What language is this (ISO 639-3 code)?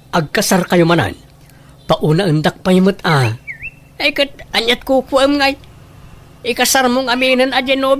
ilo